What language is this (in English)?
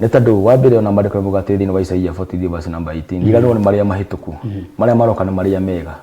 Kikuyu